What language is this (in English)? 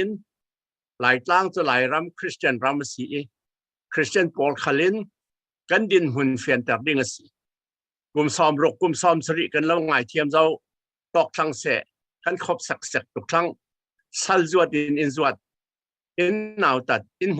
Falam Chin